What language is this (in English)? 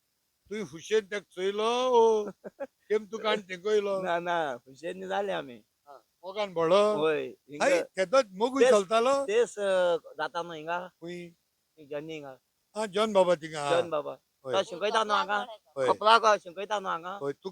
Konkani